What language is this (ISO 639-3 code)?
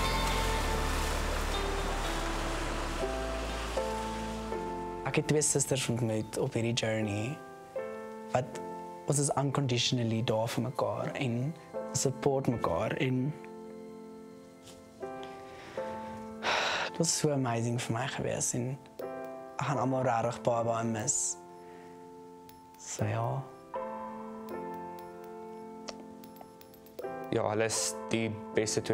afr